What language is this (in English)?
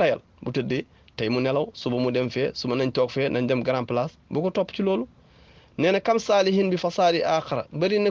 Wolof